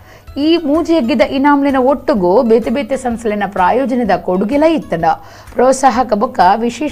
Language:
Tulu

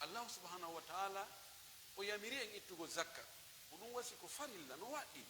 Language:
Pular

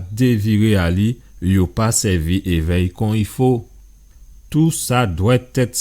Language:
Guadeloupean Creole French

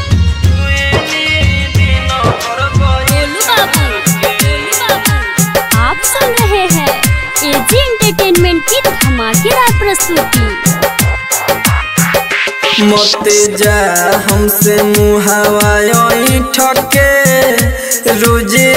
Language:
Bhojpuri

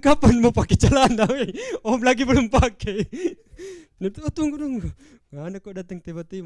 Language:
Manado Malay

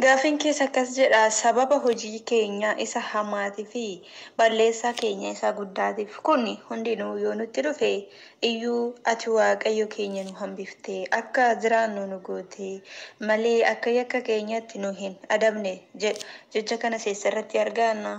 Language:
Oromo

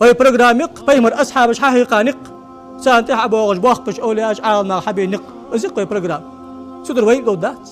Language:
Ingush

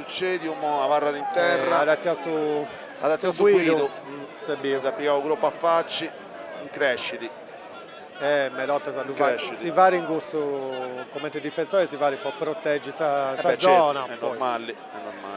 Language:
Sardinian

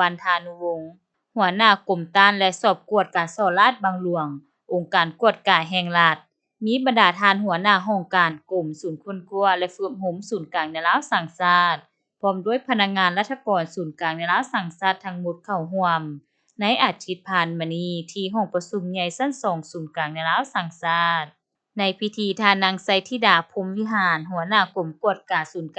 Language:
Lao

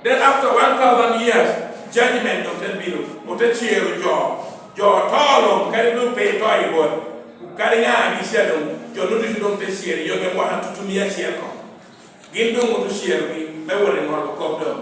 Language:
Lango (Uganda)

